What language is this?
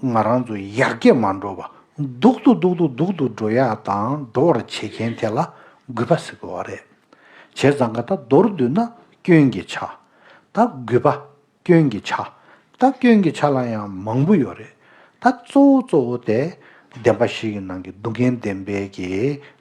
Tibetan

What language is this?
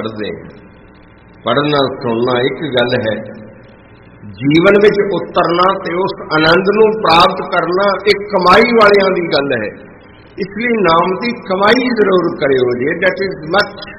Punjabi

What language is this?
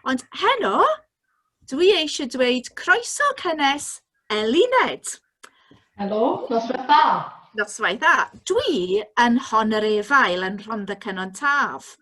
Welsh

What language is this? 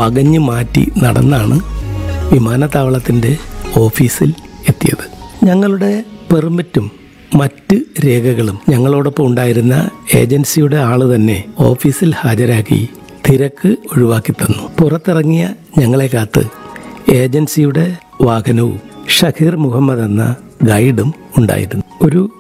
Malayalam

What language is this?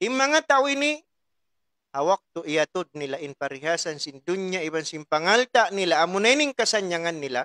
Tausug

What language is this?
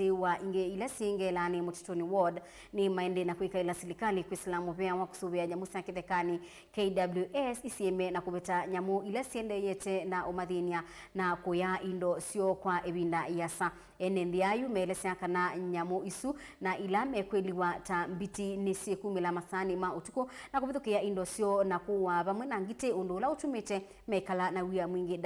Kamba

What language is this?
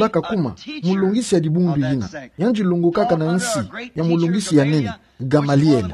Kituba (Democratic Republic of Congo)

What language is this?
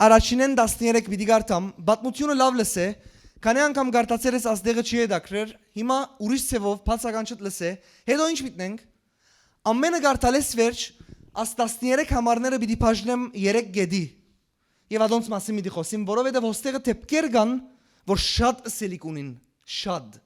Western Armenian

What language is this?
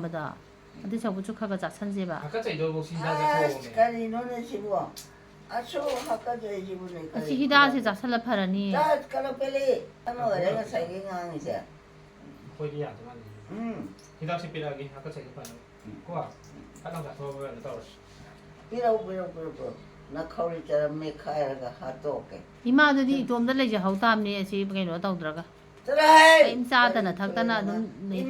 Manipuri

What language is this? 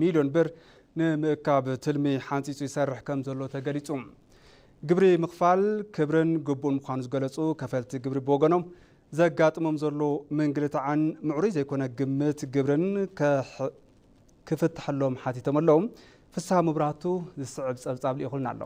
Tigrinya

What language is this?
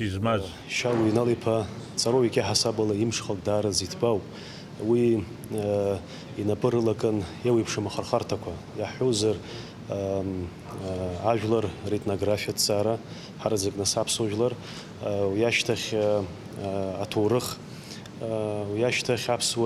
Abkhazian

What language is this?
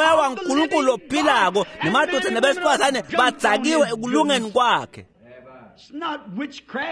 Swati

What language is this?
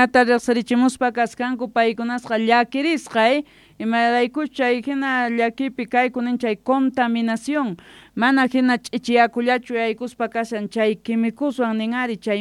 South Bolivian Quechua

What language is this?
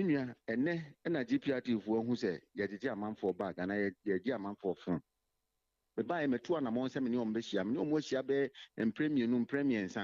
Akan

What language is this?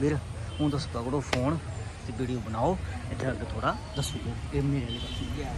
Dogri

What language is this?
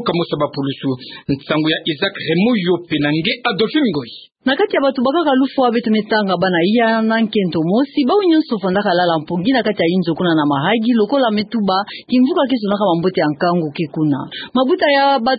Kituba (Democratic Republic of Congo)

